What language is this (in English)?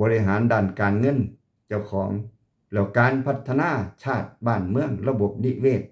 Lao